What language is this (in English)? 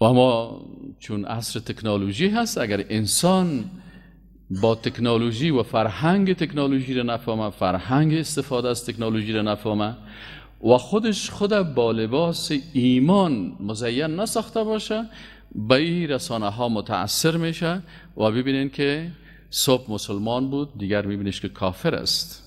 Persian